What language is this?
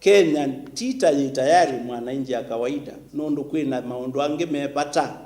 Kamba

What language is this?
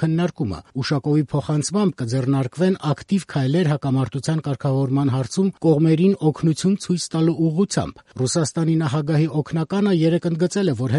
Armenian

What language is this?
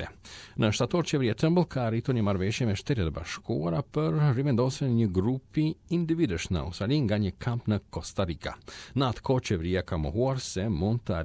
Albanian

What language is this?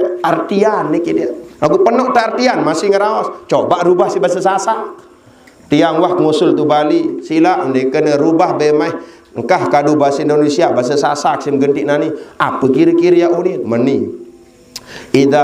Sasak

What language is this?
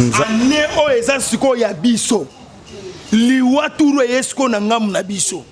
Lingala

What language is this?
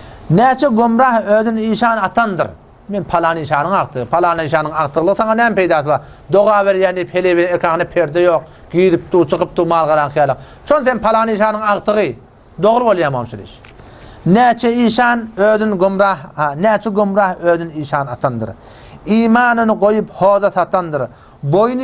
Turkmen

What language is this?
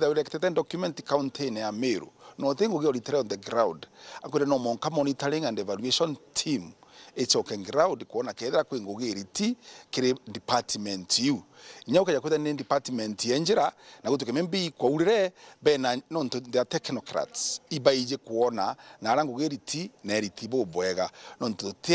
Meru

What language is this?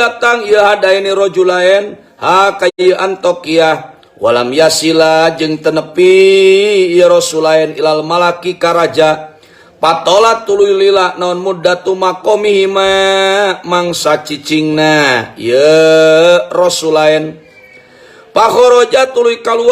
Sundanese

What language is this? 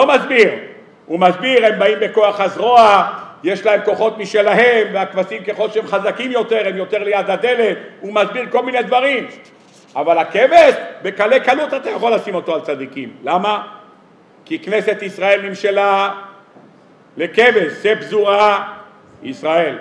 Hebrew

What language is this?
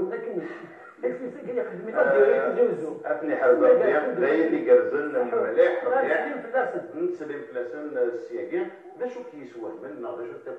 Kabyle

